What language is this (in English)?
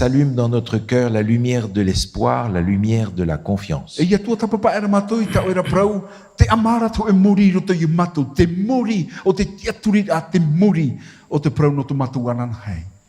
Tahitian